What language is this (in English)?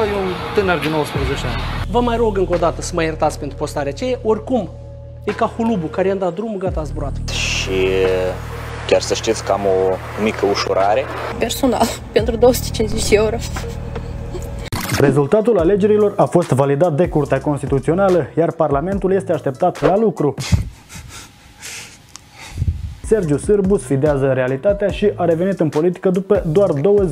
Romanian